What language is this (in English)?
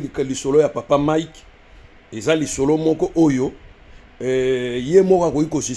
Lingala